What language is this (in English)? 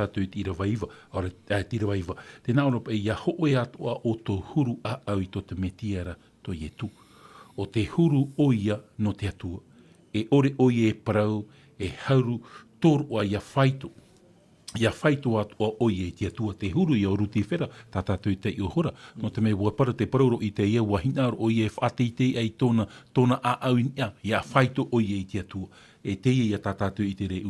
Tahitian